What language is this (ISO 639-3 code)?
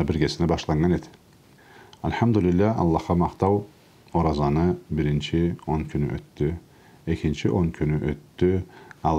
krc